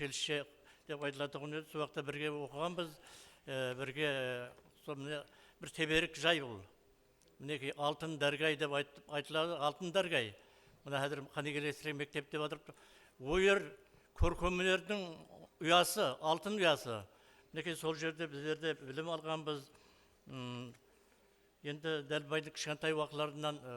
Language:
Kara-Kalpak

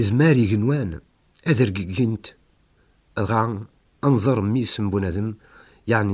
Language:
Kabyle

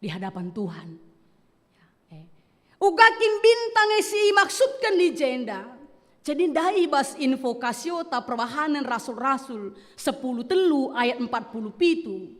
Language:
Batak Karo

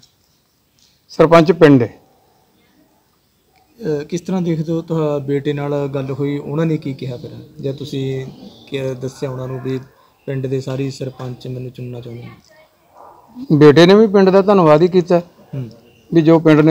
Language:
Punjabi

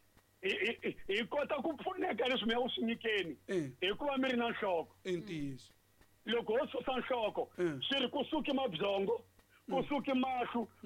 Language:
Tsonga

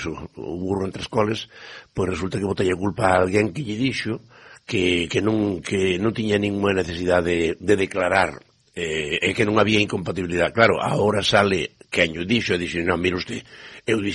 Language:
Galician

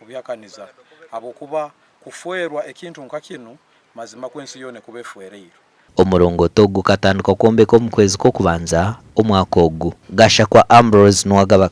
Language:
Nyankole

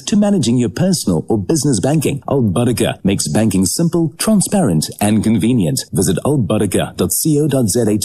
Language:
English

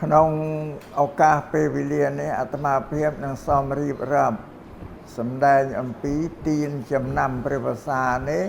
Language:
Khmer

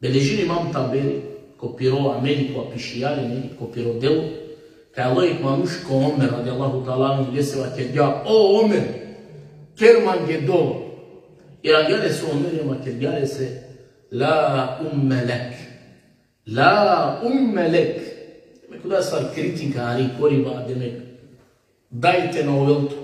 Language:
Balkan Romani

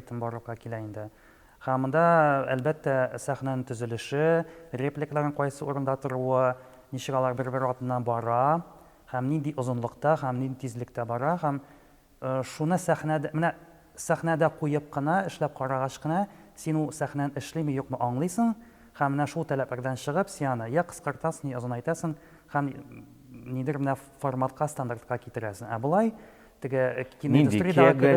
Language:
Tatar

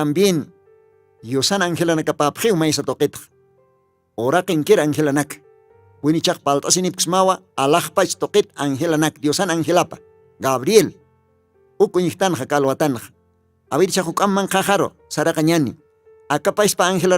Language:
Aymara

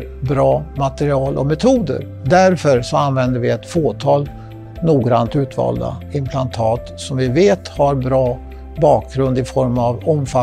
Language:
Swedish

